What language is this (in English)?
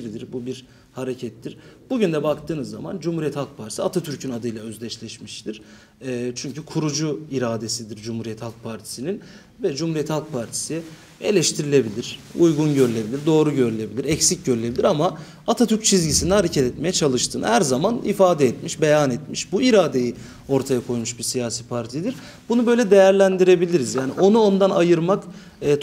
Turkish